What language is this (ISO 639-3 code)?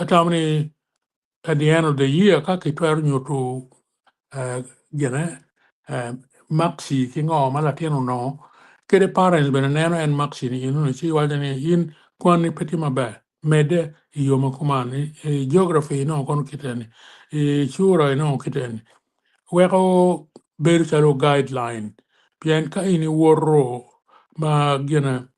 ach